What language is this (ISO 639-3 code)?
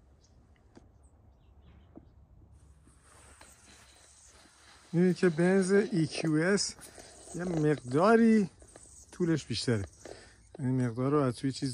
fas